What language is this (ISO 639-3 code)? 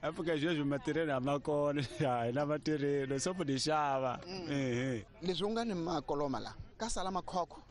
tso